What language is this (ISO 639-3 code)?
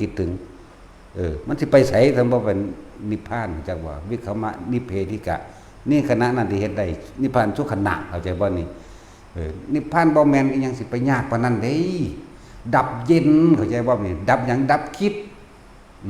tts